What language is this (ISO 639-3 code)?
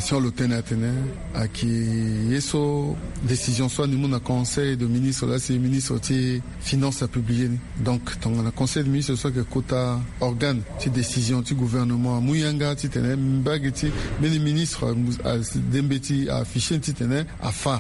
sag